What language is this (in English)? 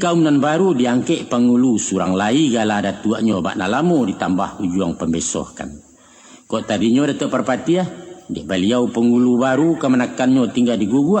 Minangkabau